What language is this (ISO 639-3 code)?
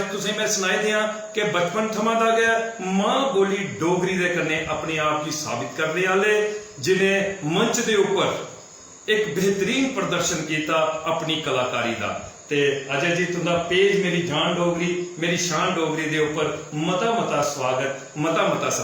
doi